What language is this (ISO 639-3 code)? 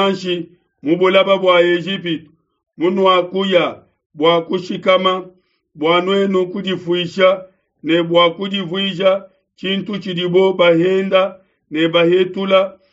lua